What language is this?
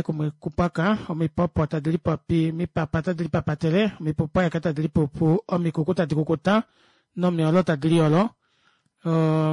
Kuanyama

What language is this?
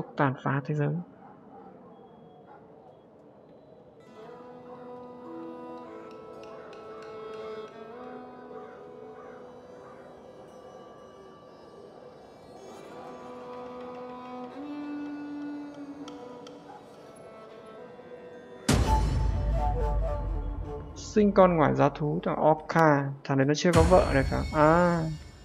Vietnamese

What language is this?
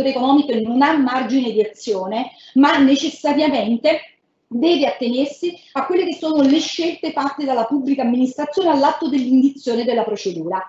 Italian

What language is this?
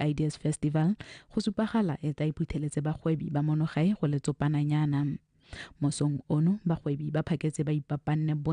Tswana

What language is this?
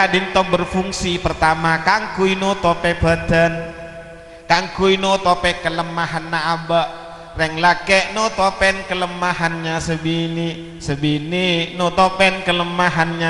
Madurese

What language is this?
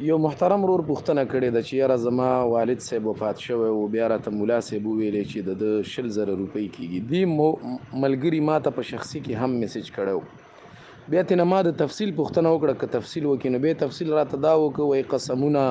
Pashto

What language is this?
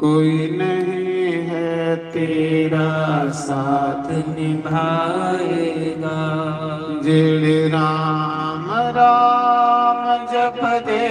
Dogri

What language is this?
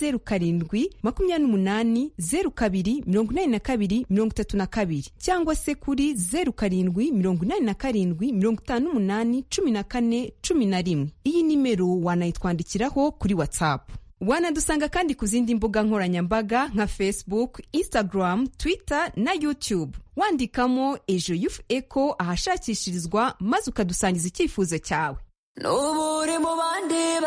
Kinyarwanda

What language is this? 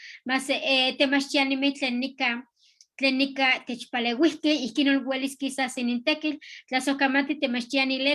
Eastern Huasteca Nahuatl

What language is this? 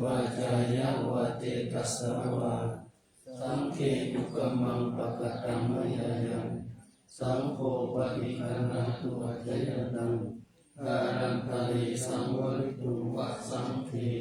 Pali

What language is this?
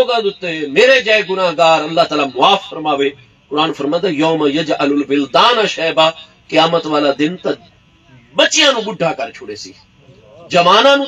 Saraiki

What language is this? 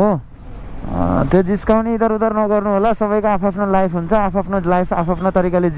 Nepali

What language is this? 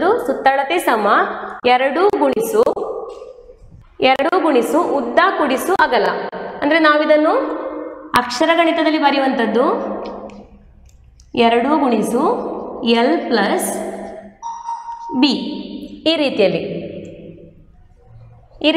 Kannada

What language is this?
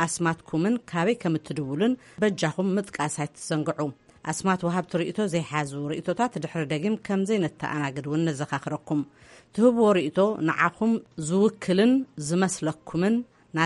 Tigrinya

